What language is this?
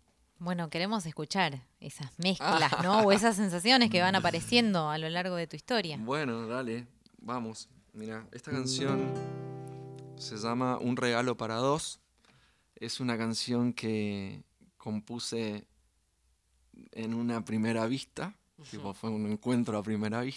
Spanish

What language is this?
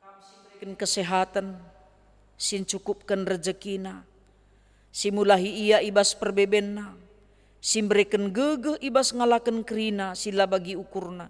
Batak Karo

